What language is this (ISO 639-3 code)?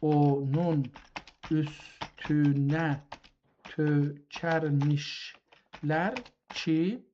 azb